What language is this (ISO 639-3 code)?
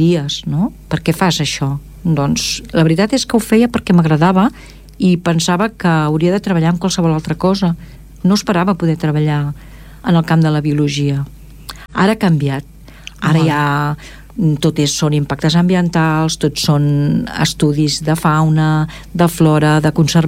cat